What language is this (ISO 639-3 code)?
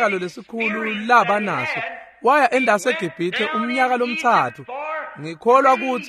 ssw